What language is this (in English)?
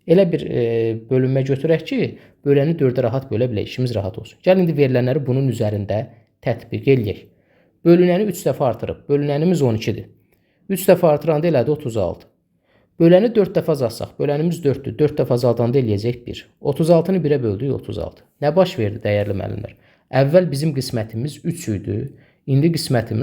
Azerbaijani